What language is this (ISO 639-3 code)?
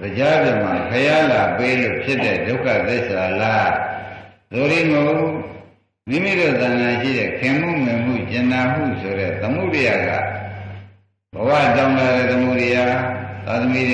mya